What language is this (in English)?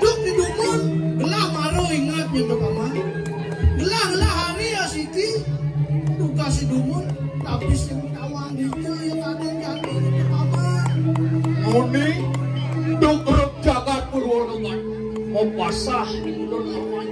Balinese